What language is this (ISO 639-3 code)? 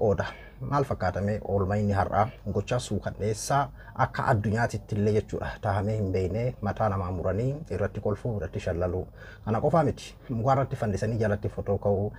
orm